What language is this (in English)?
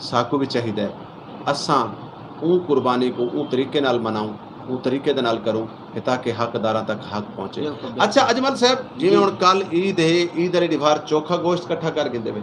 Saraiki